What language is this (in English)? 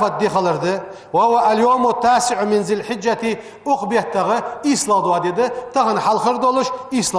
Ingush